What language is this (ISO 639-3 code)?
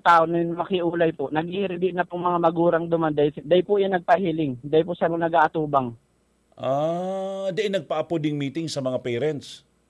bik